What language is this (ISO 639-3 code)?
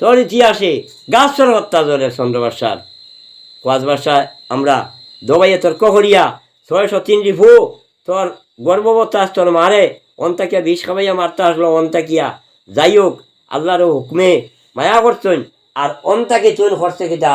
syl